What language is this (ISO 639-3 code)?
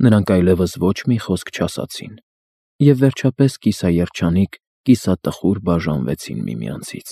hye